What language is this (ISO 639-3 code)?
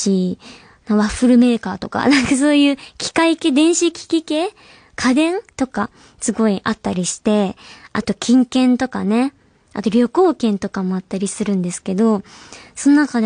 jpn